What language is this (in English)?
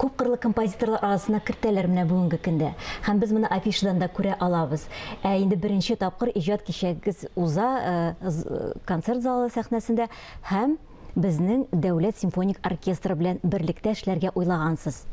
Tatar